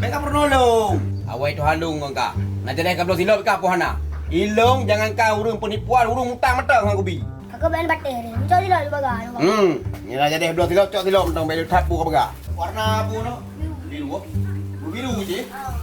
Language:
Achinese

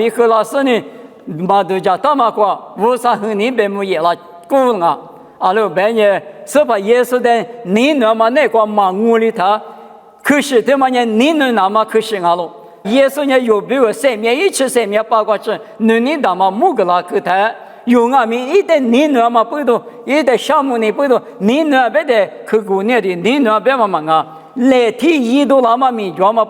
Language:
Lisu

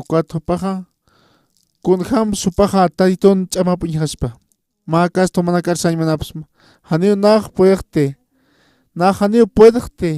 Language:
Aymara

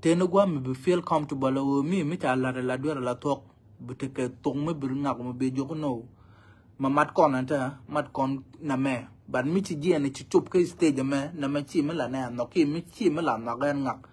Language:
Nuer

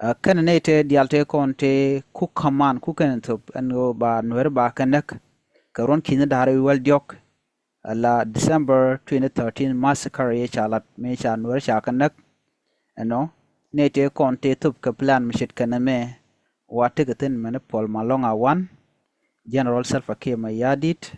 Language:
Nuer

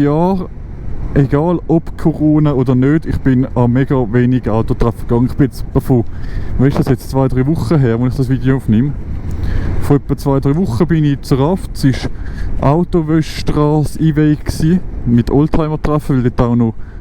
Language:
Swiss German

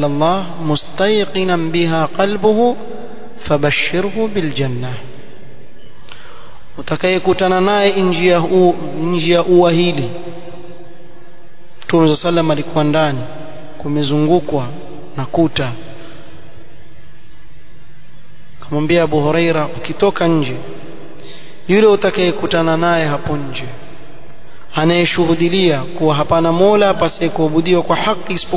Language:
Swahili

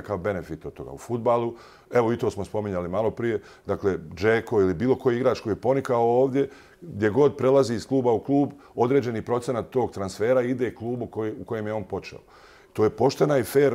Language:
Bosnian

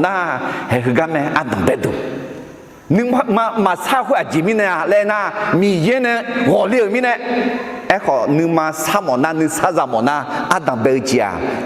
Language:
Akha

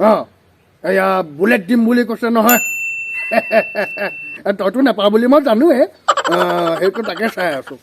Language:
Assamese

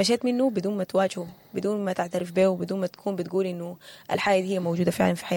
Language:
Sudanese Arabic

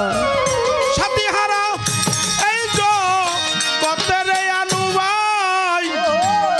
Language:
Bangla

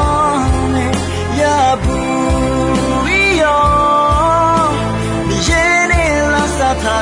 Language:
Akha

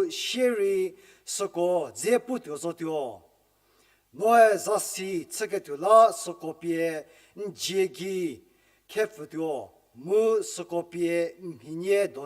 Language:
Angami Naga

